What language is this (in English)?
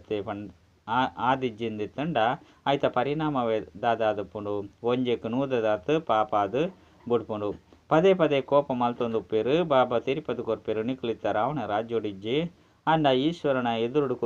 Tulu